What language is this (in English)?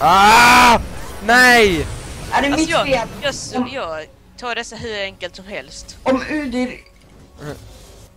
Swedish